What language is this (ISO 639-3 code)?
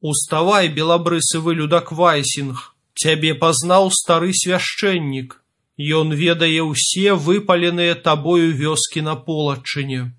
bel